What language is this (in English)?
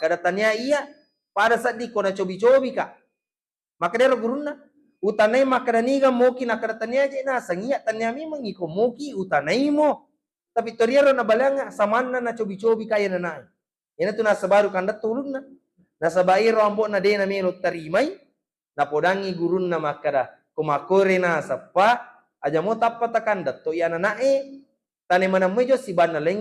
Buginese